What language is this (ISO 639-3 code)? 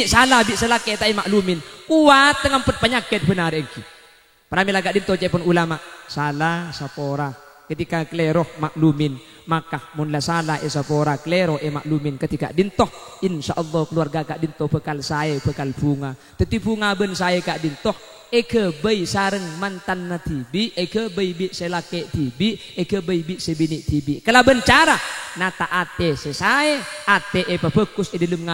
mad